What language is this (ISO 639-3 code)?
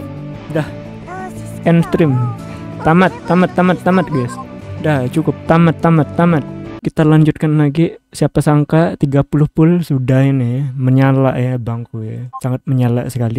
ind